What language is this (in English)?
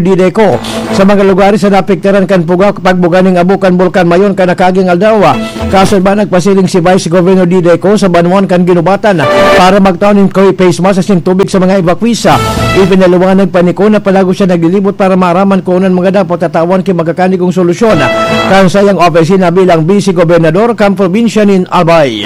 Bikol